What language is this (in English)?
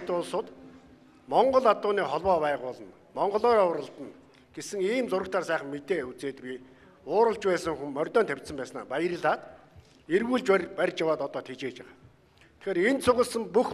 Mongolian